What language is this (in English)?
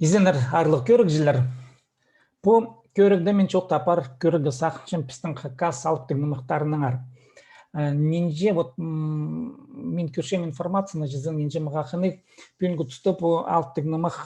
Khakas